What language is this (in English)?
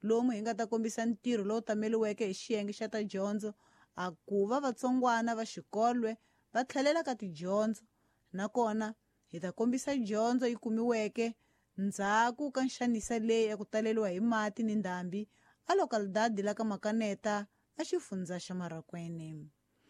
Tsonga